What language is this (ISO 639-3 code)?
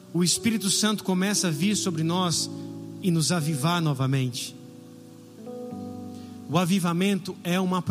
por